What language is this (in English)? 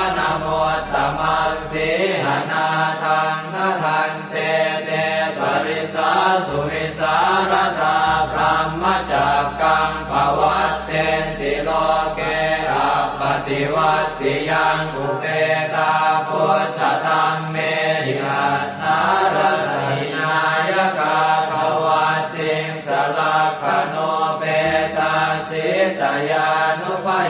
Pali